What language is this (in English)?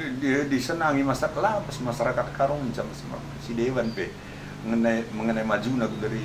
Batak Karo